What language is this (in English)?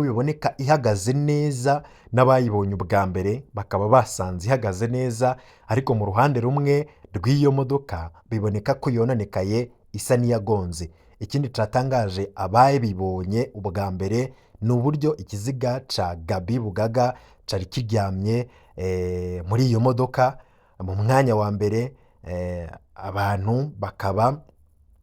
Rundi